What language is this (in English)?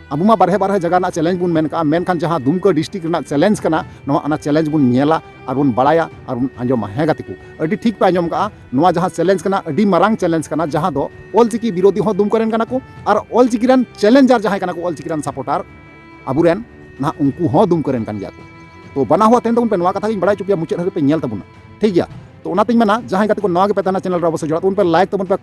Santali